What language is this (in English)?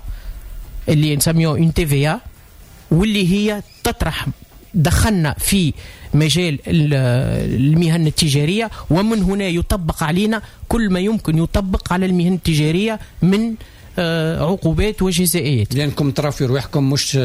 Tunisian Arabic